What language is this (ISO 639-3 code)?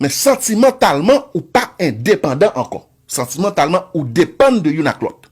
hat